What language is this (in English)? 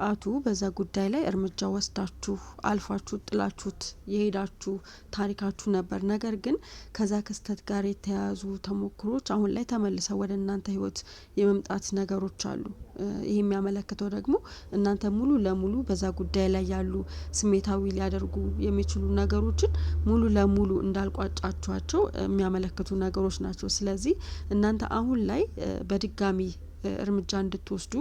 Amharic